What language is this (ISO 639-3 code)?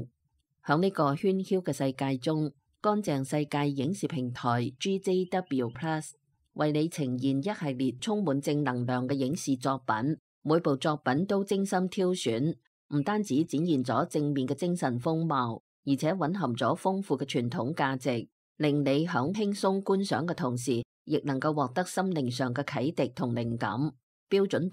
yue